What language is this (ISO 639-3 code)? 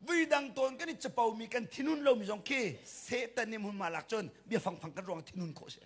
cnh